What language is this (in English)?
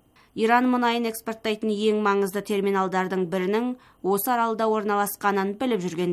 Kazakh